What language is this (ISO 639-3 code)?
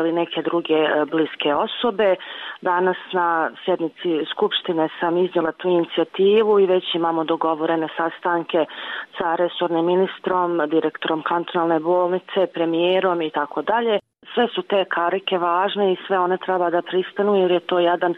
bos